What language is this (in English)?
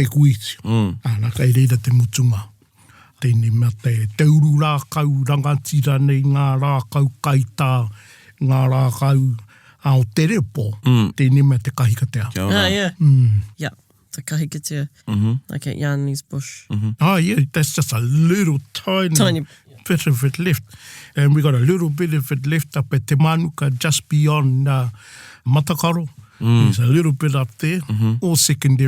Māori